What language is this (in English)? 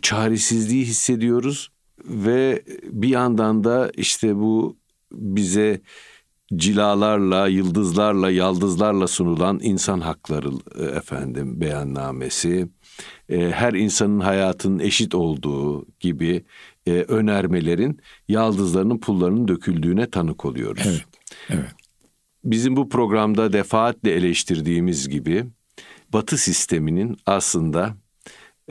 Turkish